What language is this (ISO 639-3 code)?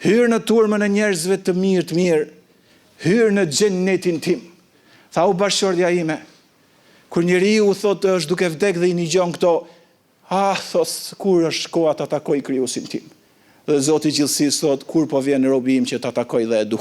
sqi